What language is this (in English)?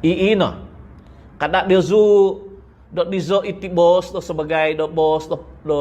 Central Dusun